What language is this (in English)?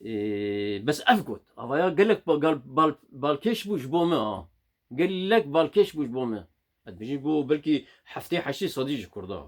Kurdish